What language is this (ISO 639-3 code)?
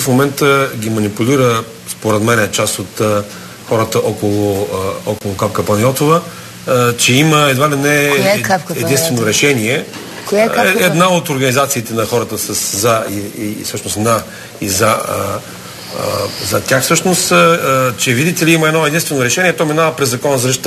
bul